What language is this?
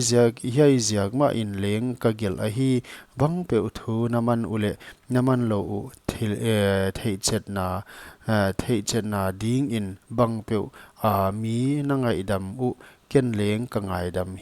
Paite Chin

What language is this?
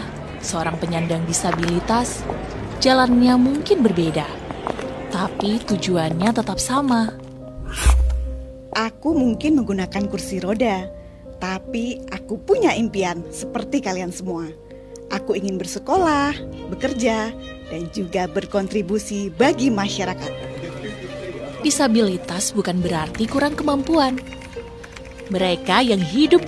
Indonesian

